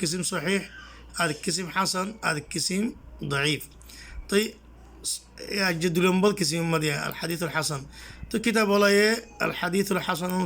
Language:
Rohingya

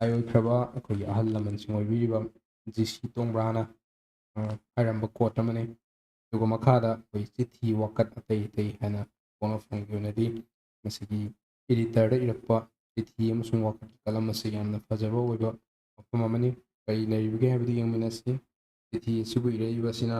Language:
Manipuri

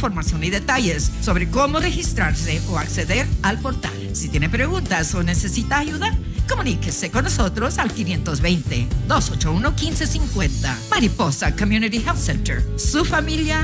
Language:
Spanish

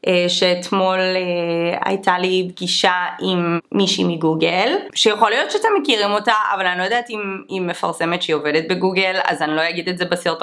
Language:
Hebrew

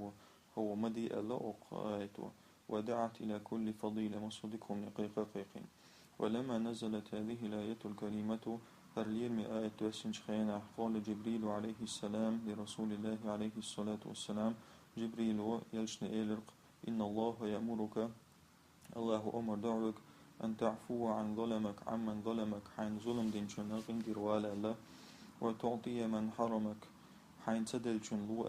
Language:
Chechen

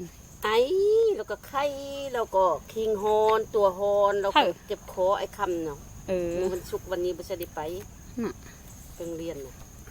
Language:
Northeastern Thai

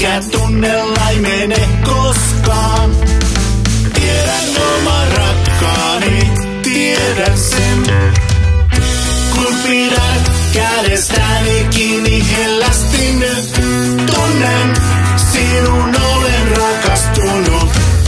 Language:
Finnish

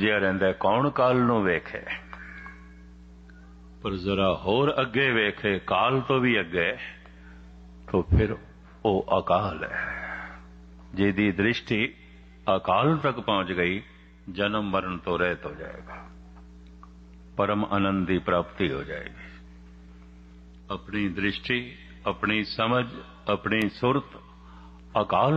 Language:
Punjabi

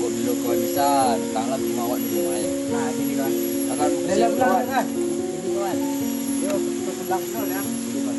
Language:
Minangkabau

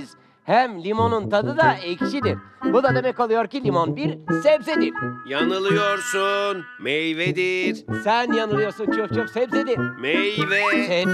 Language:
Turkish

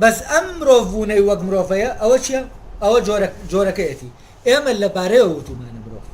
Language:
Central Kurdish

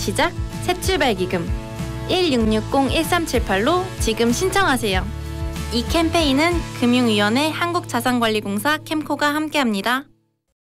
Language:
Korean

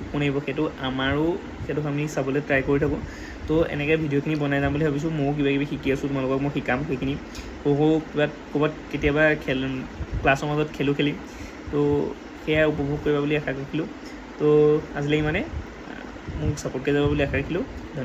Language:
Assamese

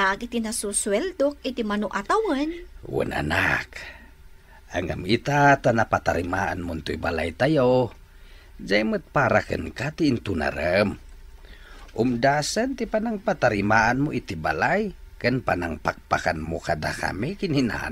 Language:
Iloko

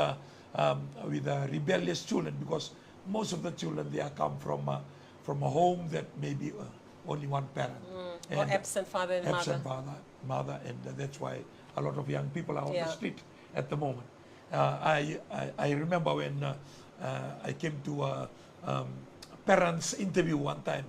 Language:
Fijian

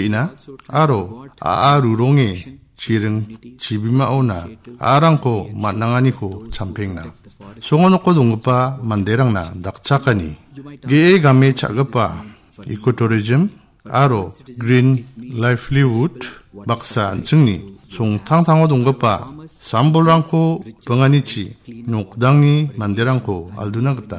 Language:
Garo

